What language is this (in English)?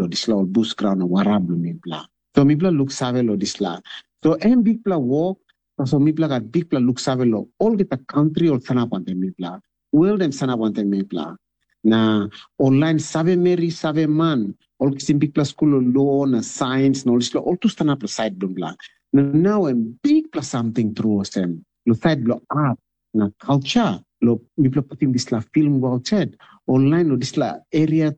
Tok Pisin